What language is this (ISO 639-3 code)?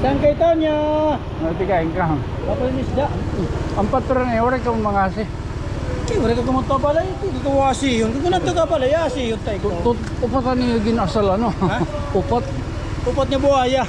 war